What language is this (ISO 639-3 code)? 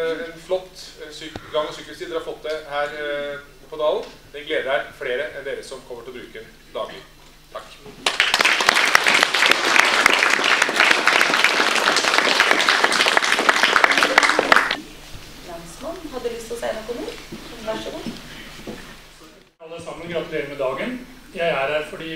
nor